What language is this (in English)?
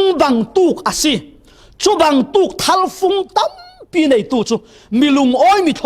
Falam Chin